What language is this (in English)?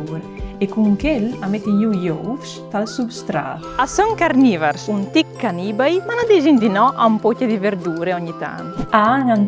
Friulian